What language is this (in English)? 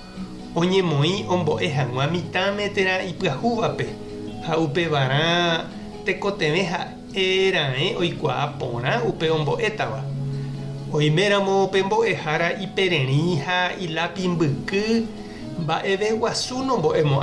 Guarani